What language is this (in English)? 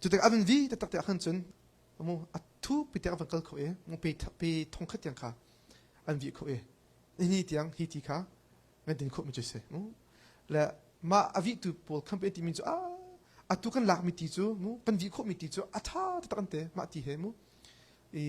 Hakha Chin